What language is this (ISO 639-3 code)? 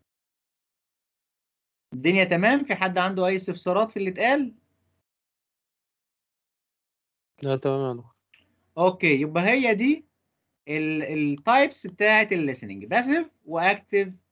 arz